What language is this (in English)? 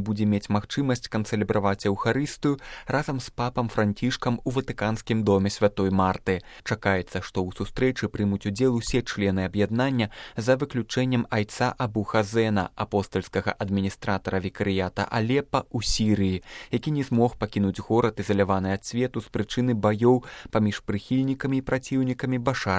Belarusian